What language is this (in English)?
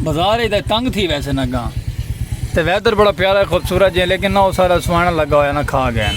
Saraiki